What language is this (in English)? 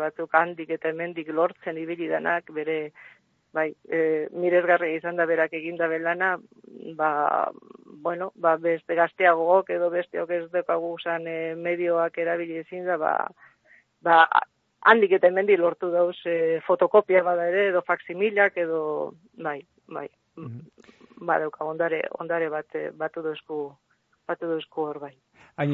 Basque